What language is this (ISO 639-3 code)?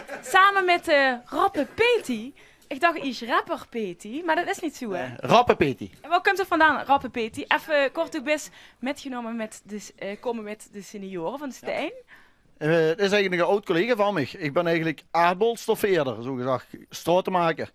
lim